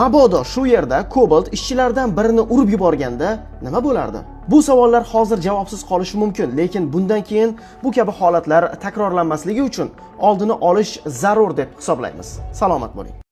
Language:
Uzbek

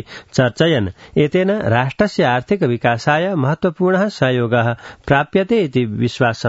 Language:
Sanskrit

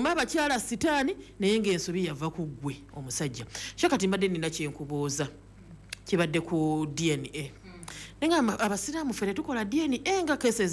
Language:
Ganda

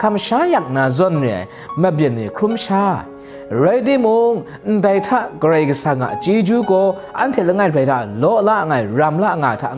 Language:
Kachin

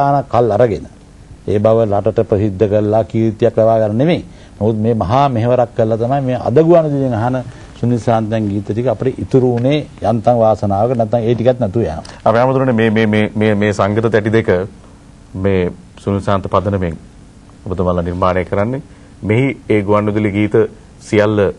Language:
Sinhala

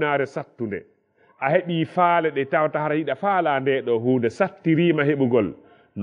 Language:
Fula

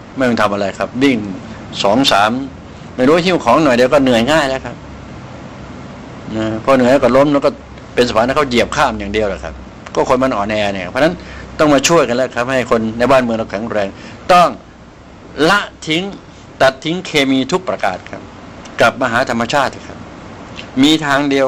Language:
Thai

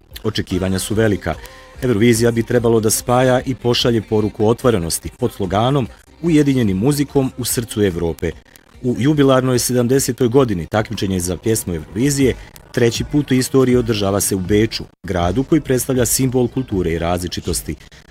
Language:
Bosnian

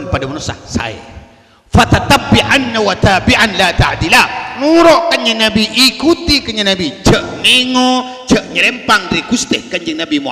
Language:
Madurese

